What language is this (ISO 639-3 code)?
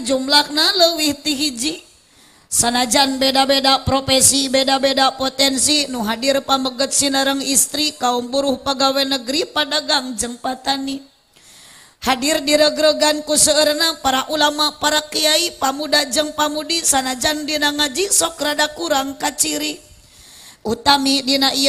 sun